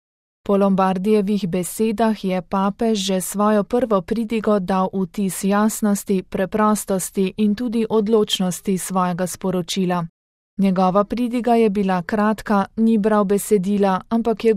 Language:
Slovenian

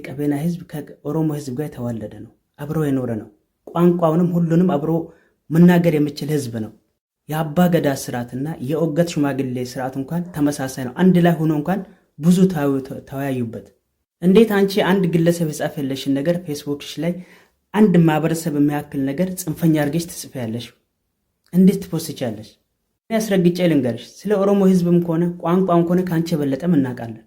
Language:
Amharic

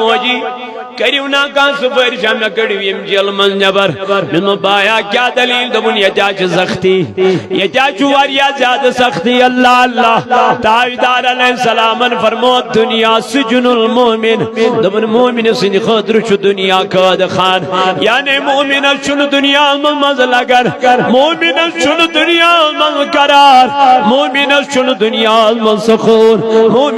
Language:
Kashmiri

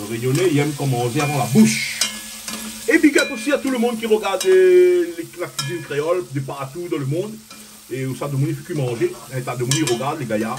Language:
Réunion Creole French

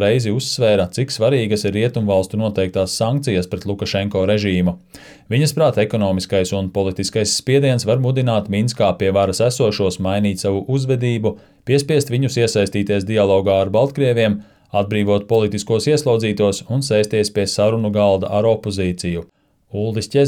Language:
Latvian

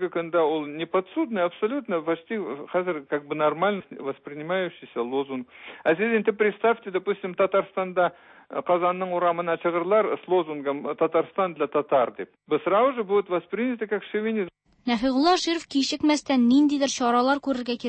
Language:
Tatar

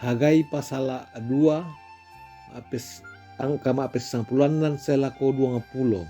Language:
Toraja-Sa'dan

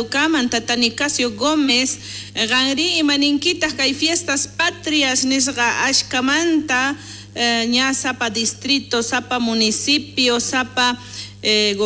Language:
South Bolivian Quechua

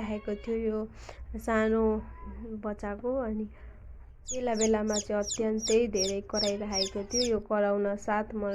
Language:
Nepali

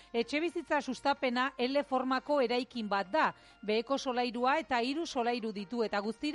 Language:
Basque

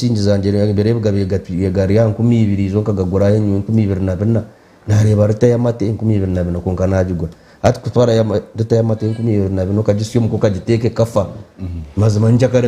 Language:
Nyankole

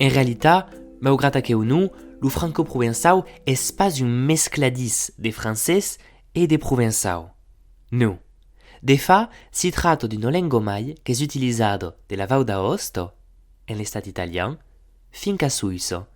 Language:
Occitan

